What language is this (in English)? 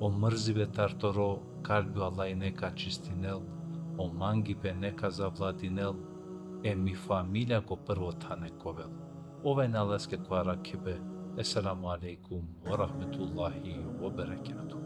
Balkan Romani